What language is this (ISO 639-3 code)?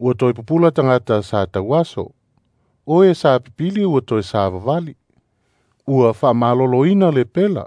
smo